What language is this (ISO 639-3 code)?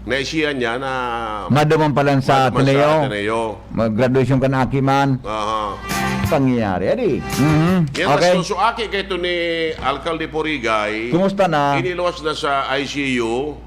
bik